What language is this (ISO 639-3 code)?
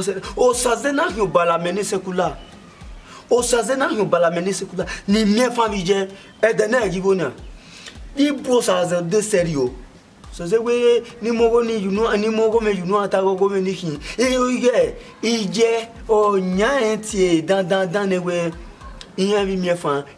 bin